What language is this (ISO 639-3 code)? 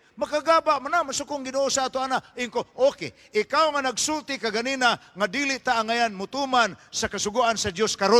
ceb